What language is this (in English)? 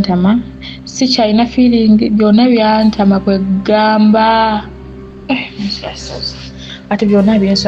Ganda